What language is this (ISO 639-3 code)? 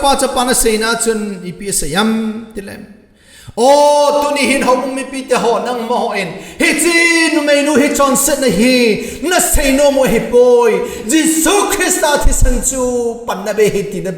tcz